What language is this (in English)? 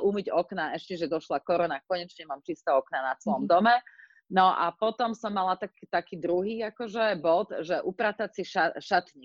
Slovak